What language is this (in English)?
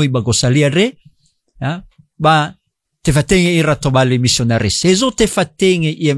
Nias